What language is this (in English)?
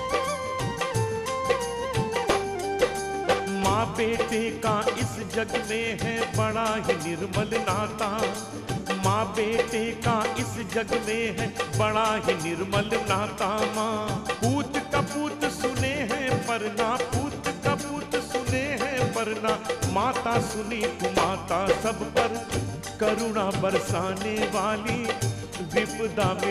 Hindi